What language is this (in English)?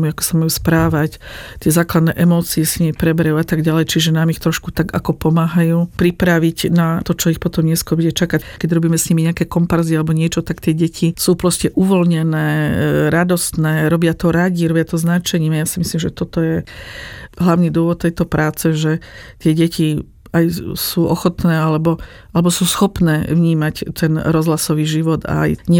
Slovak